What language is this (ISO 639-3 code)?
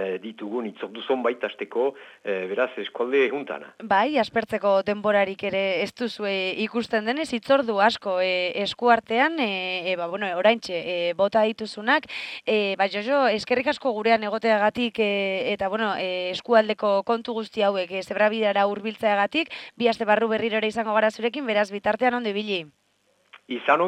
eus